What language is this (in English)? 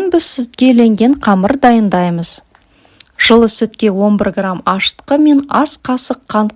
Kazakh